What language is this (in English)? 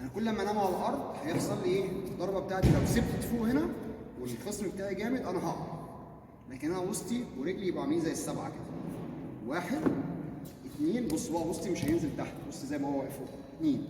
Egyptian Arabic